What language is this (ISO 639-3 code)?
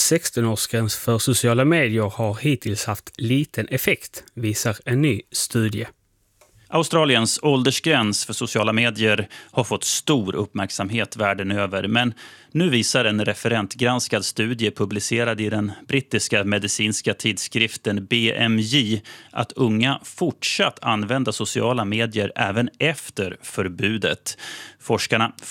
swe